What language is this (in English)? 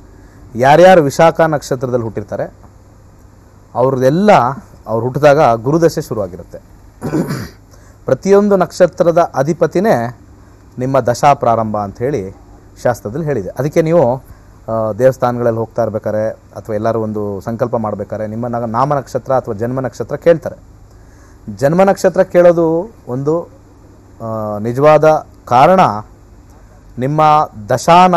Kannada